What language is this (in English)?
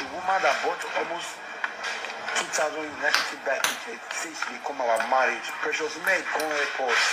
Nigerian Pidgin